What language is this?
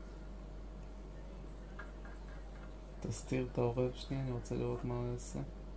Hebrew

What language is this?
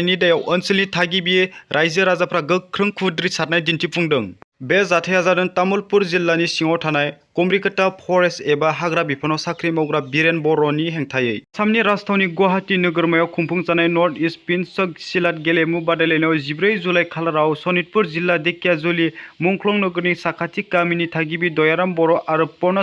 Bodo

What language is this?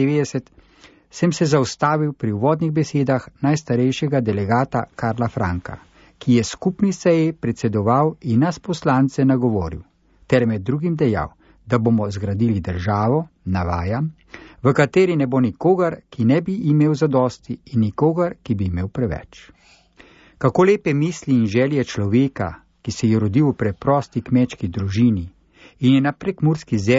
Slovenian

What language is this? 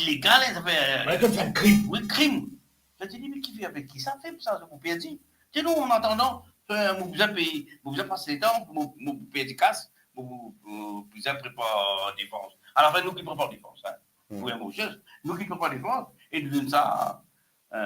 Morisyen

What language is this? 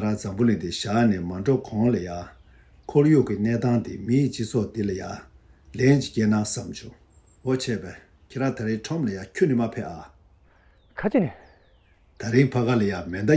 Tibetan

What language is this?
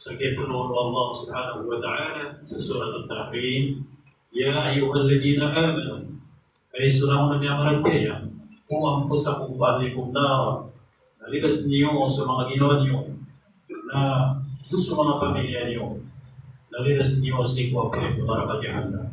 Maranao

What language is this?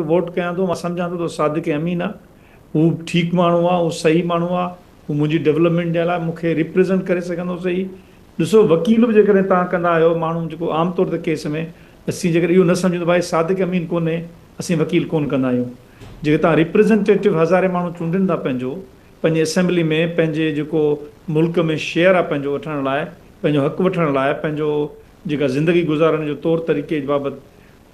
Sindhi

